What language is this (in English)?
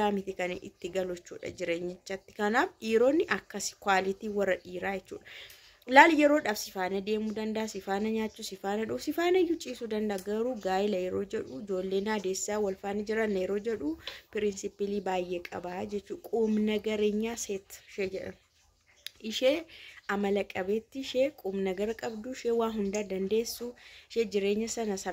Oromo